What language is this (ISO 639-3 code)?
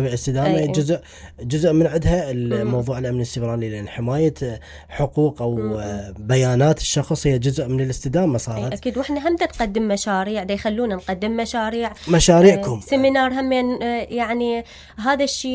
acm